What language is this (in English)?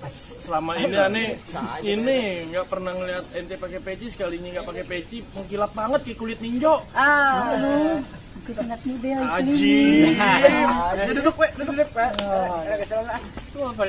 Betawi